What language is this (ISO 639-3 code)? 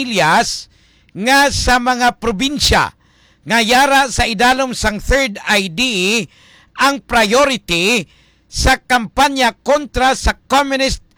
hil